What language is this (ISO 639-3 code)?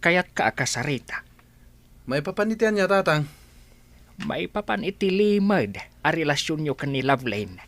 ilo